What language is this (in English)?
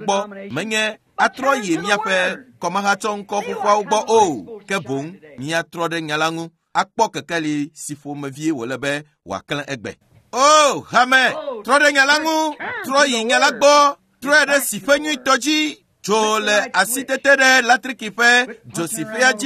Ewe